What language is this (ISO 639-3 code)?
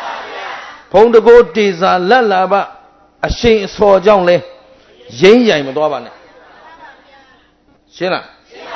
mya